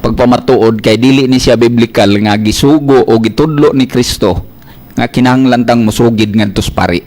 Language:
Cebuano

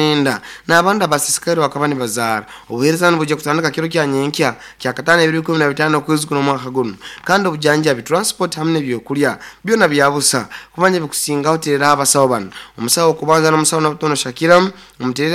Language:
Nyankole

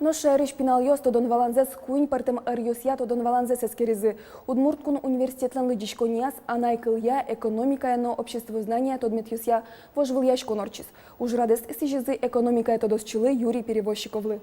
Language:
Udmurt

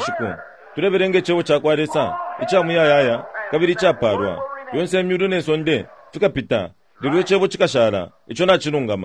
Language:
Bemba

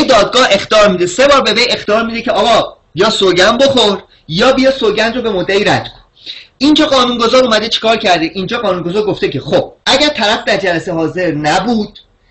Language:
Persian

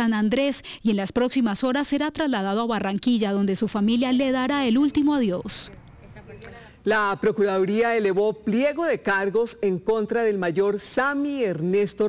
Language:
Spanish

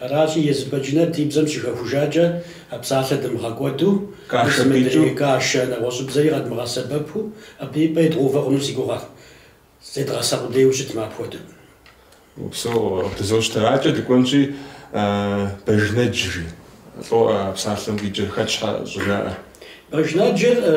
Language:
Kabardian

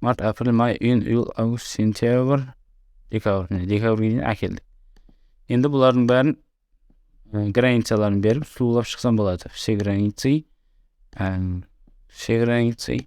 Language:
Kara-Kalpak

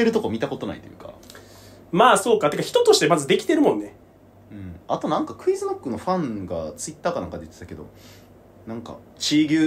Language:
Japanese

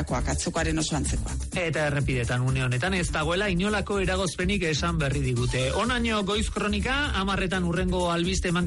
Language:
Basque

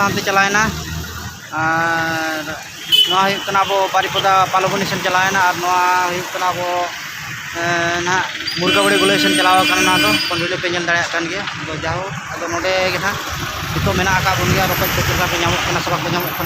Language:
Santali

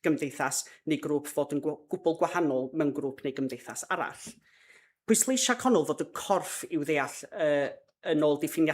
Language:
Welsh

